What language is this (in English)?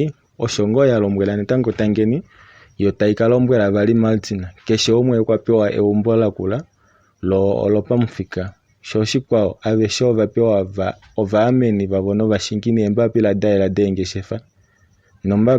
Kuanyama